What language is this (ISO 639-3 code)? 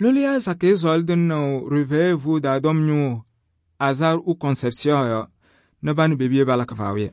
kbp